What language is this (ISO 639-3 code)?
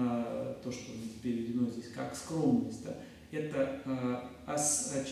rus